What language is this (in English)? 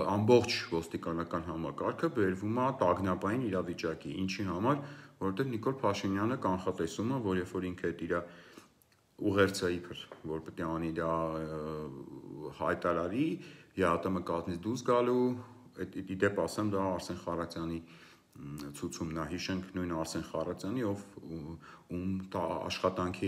Armenian